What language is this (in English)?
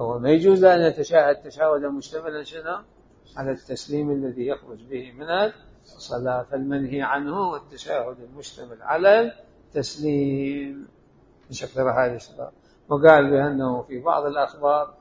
Mesopotamian Arabic